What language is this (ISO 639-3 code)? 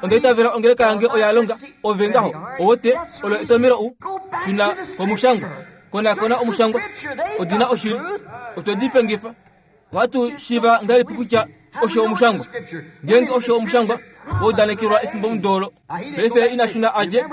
kua